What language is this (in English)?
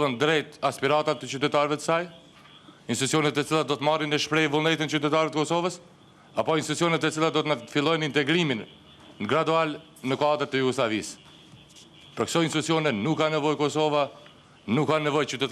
Albanian